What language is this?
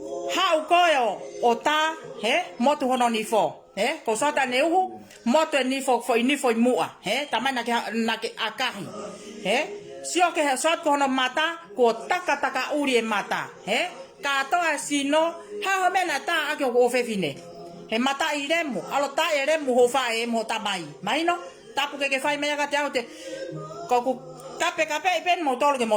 Tongan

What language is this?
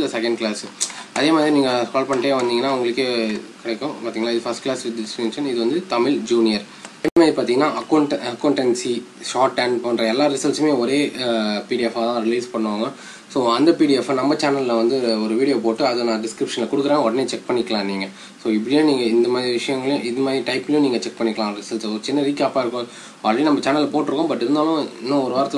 Tamil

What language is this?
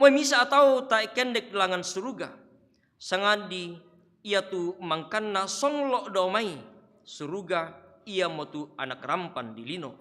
Toraja-Sa'dan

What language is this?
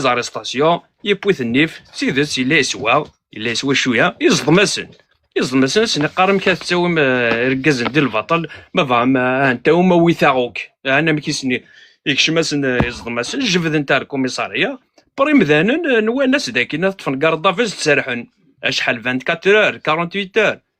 Kabyle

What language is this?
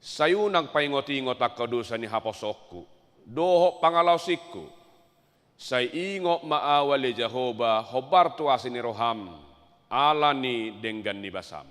Batak Toba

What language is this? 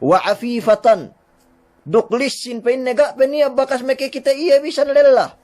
Yakan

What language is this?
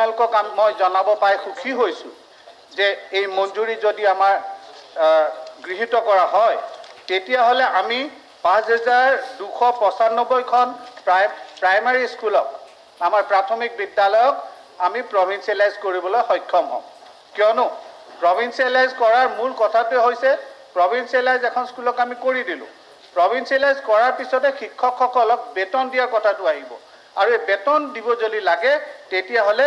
Assamese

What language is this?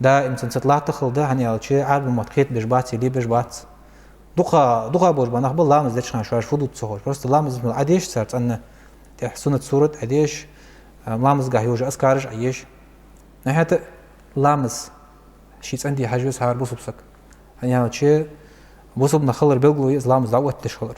Ingush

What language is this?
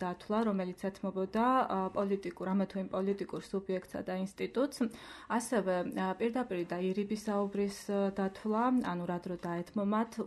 Georgian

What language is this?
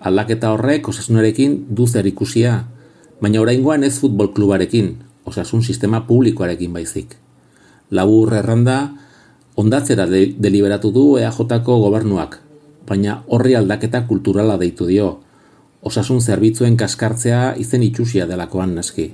Basque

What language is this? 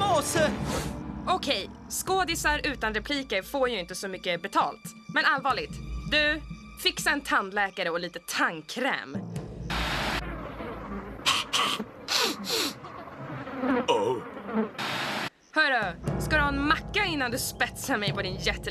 Swedish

